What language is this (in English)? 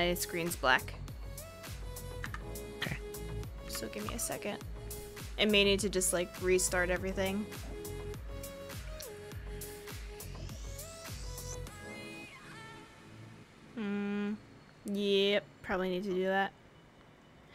English